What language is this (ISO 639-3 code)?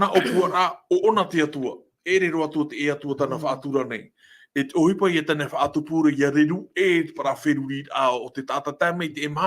tah